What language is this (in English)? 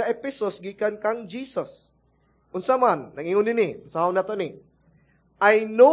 Cebuano